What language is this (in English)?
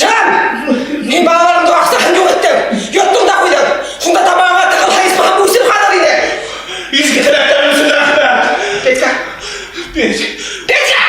Bashkir